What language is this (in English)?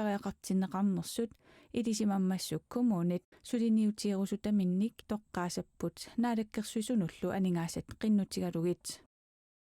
Kalaallisut